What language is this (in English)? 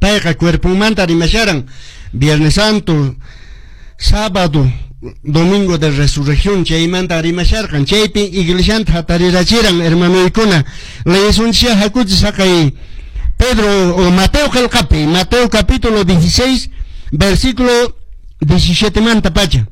Quechua